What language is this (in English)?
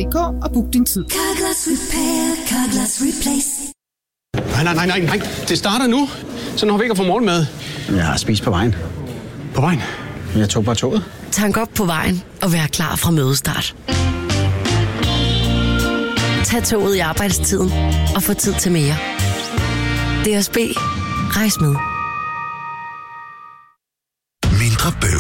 Danish